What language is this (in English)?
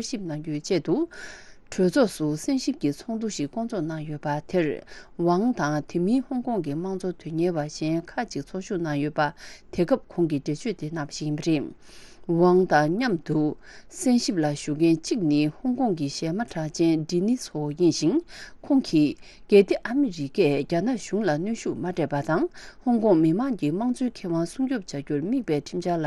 Tibetan